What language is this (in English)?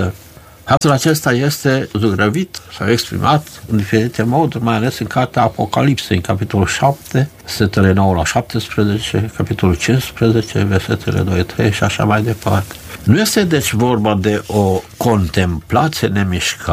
Romanian